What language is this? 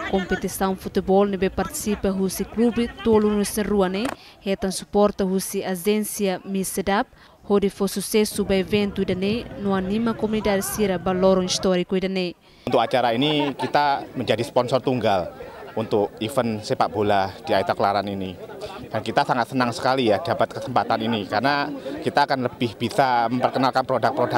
Tetum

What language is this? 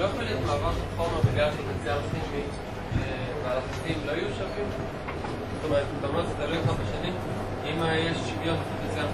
Hebrew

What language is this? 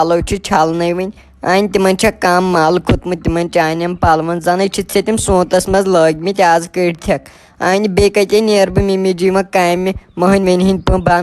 Kashmiri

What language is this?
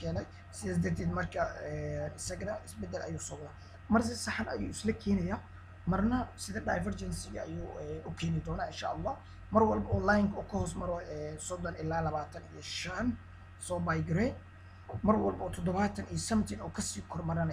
Somali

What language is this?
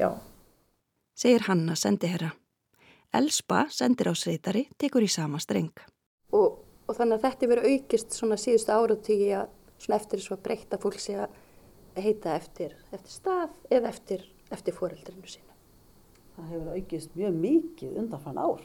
Icelandic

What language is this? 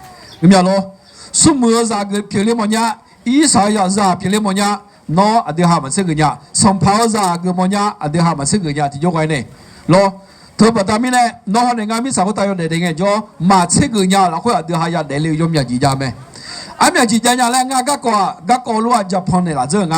Akha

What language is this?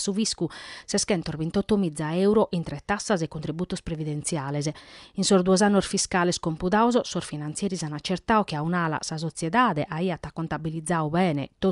Sardinian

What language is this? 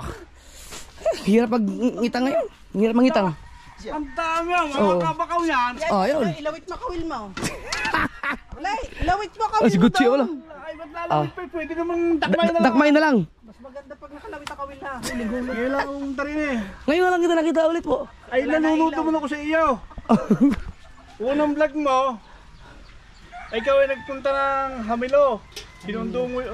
Filipino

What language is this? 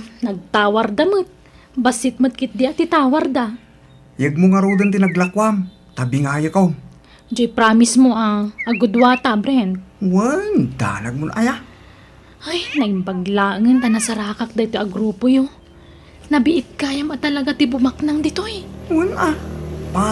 Iloko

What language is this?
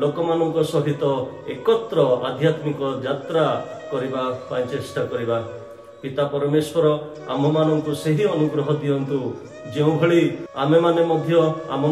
Odia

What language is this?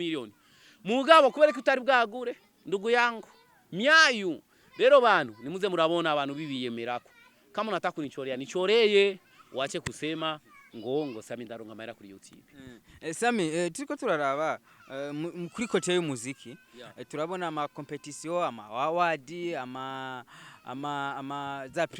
Rundi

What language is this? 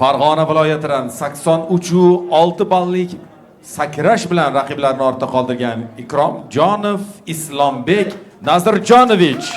Uzbek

